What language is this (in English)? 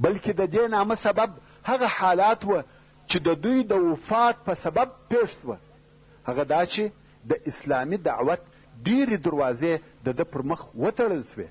Pashto